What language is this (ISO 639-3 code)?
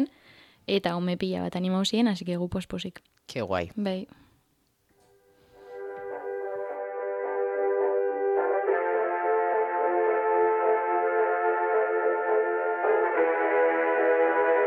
eus